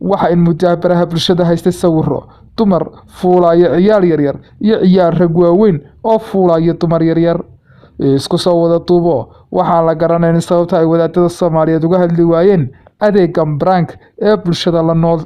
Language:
Somali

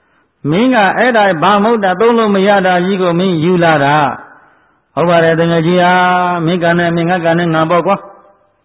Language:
Burmese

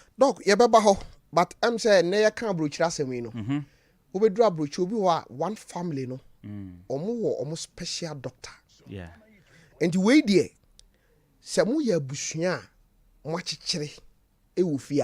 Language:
Akan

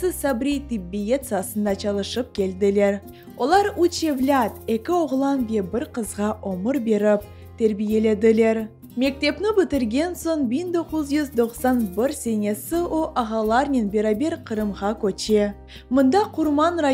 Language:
Crimean Tatar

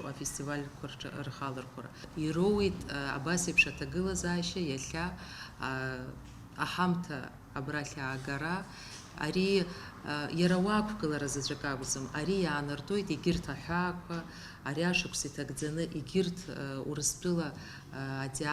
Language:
Abkhazian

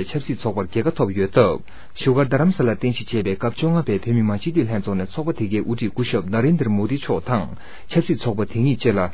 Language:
Tibetan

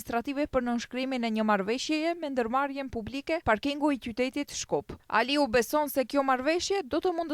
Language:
Albanian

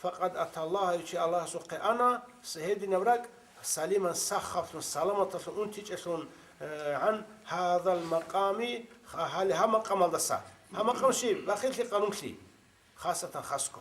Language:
Avaric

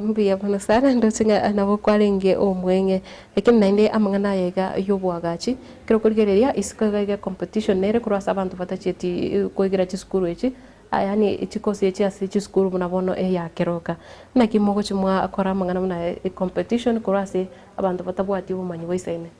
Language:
Gusii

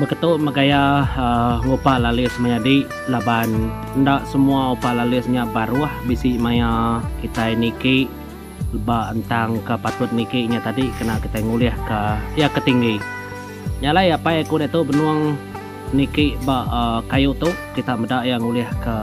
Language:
Iban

